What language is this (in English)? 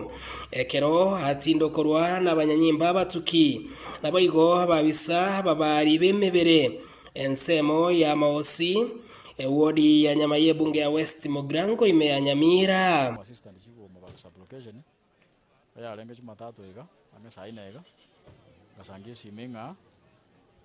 Gusii